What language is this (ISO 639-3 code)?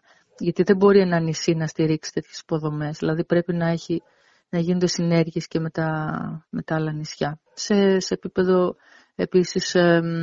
ell